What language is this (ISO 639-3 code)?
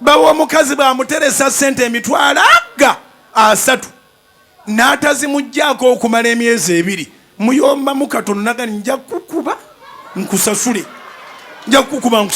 lug